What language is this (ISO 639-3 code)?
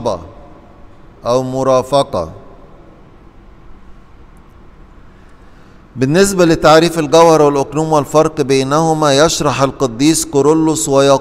arz